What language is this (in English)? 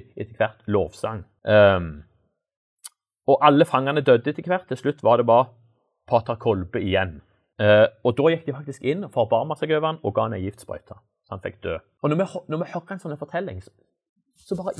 Norwegian